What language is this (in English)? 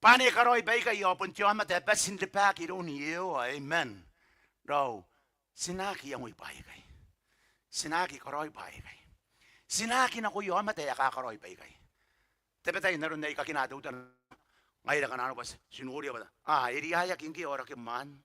Gilbertese